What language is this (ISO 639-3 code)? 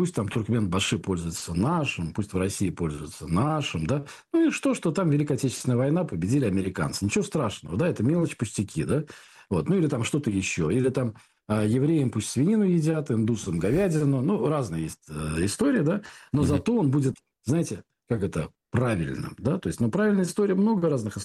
rus